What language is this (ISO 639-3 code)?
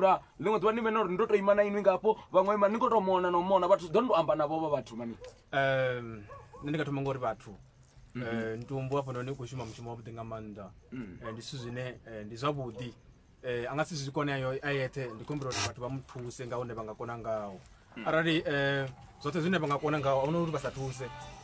ven